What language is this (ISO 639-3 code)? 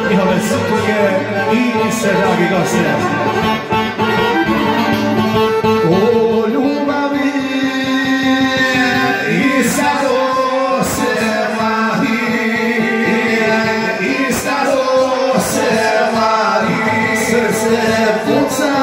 hrv